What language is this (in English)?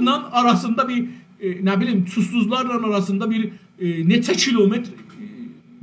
South Azerbaijani